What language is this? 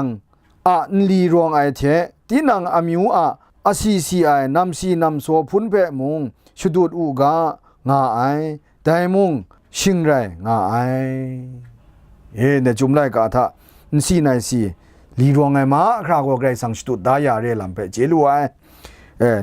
Kachin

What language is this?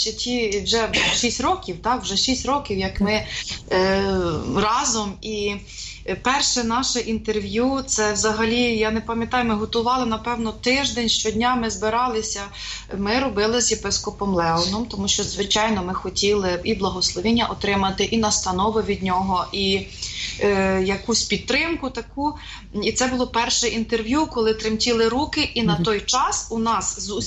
Ukrainian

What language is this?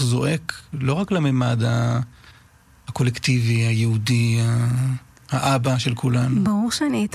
Hebrew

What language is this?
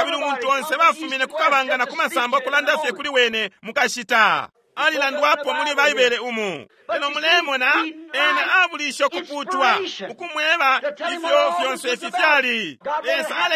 Bemba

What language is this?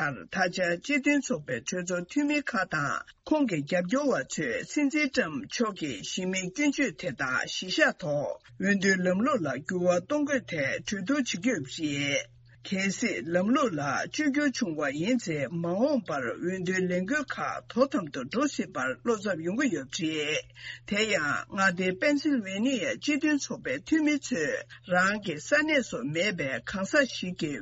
Tibetan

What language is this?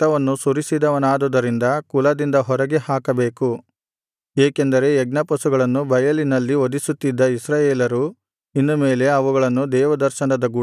Kannada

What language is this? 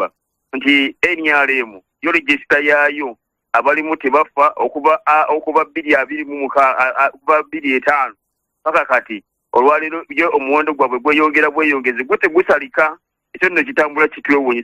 Ganda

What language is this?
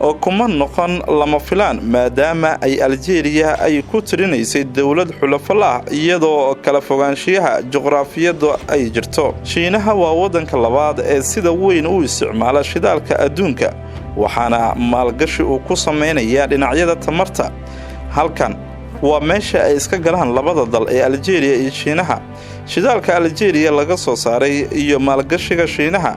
Somali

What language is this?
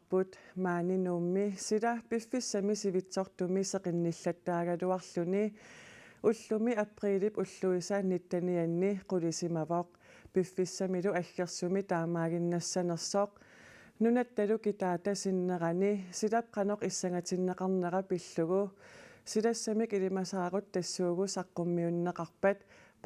Kalaallisut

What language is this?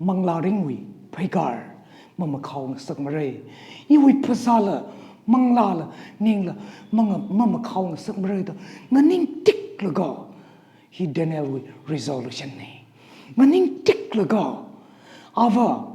Tangkhul Naga (India)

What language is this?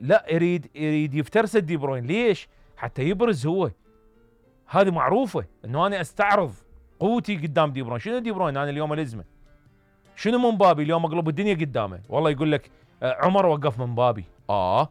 Mesopotamian Arabic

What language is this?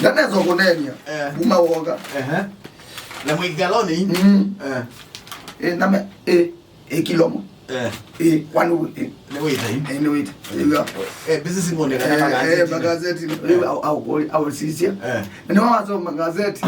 Kamba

